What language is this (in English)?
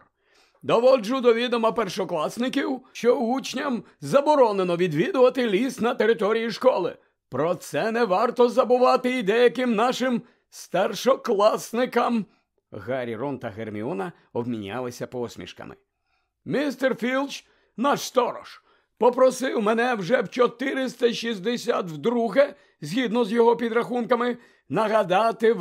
Ukrainian